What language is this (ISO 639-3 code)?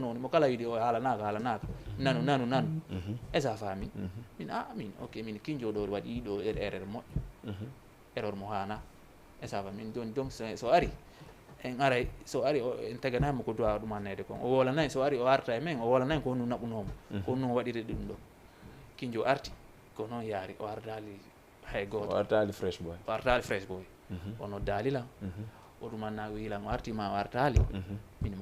ful